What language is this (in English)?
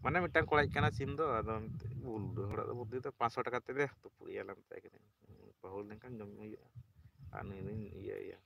Santali